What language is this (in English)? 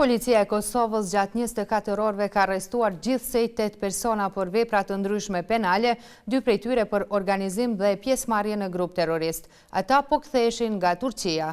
Albanian